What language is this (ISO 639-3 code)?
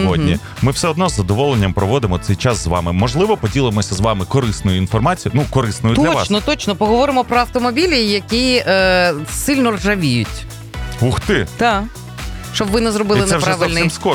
ukr